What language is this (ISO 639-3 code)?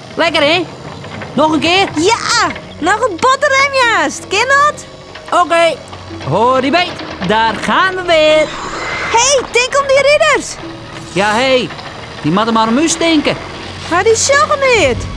fry